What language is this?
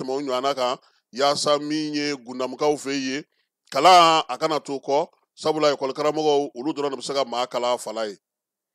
Bambara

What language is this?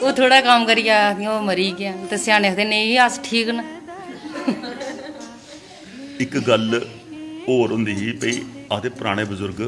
Dogri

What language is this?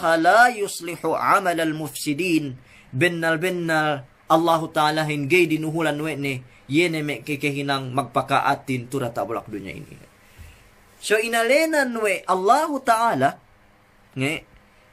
Yakan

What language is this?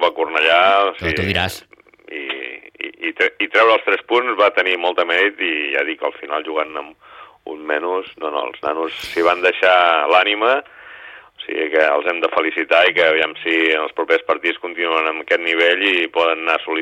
Catalan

